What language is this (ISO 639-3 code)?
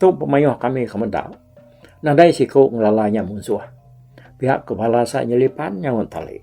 iba